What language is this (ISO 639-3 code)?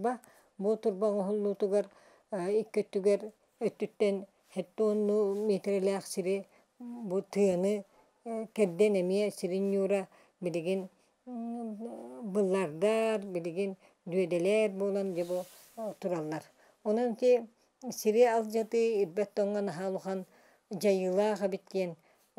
sah